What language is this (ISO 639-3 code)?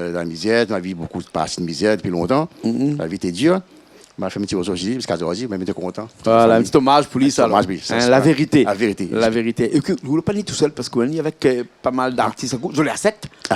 rcf